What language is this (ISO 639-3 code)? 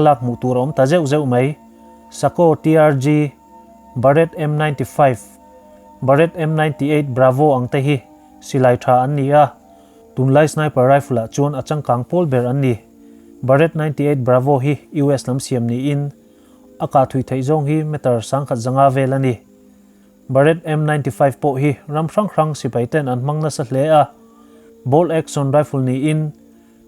lus